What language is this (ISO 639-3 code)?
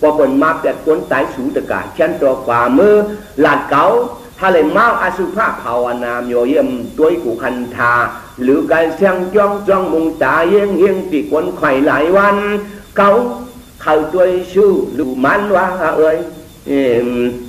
shn